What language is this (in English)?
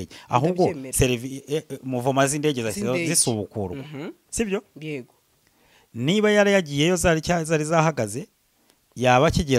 Kinyarwanda